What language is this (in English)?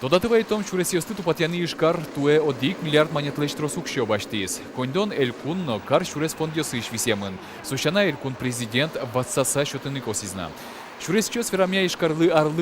Udmurt